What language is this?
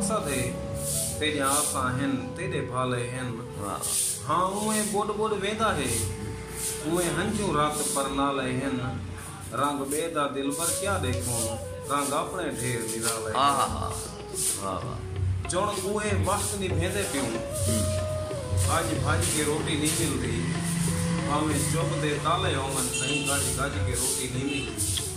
Saraiki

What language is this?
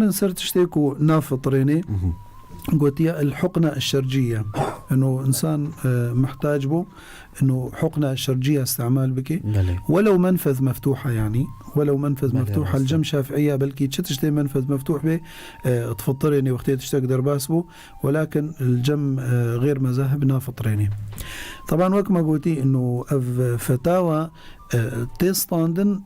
Kurdish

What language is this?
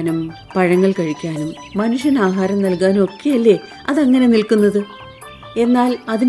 Malayalam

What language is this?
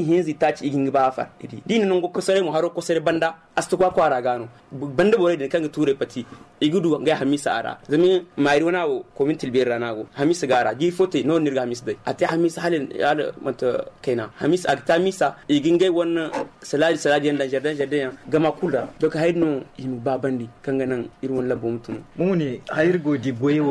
Zarma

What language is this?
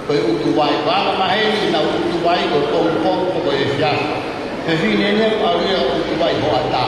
Tongan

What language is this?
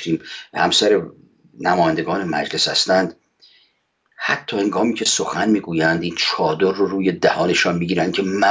Persian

